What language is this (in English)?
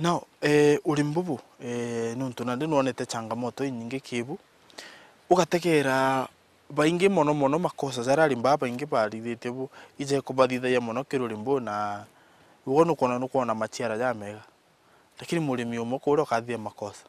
Meru